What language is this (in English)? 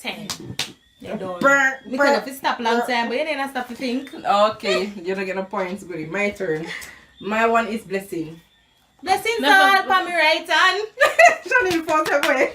Jamaican Creole English